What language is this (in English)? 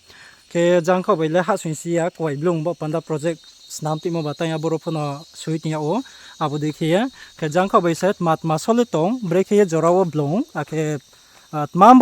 Riang (India)